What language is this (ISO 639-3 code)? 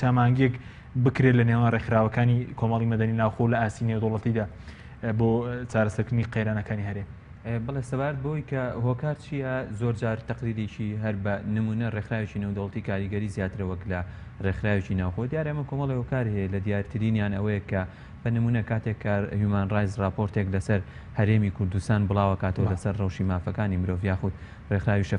ckb